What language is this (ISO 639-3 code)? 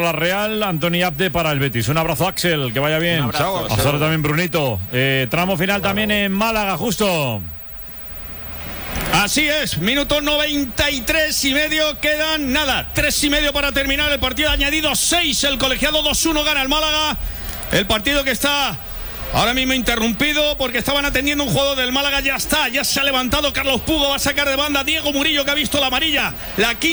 spa